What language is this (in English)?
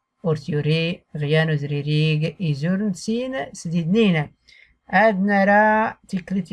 Tachelhit